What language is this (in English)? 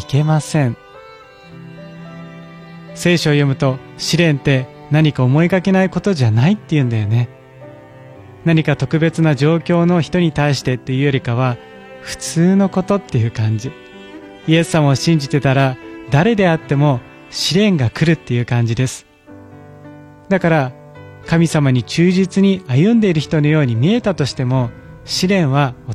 Japanese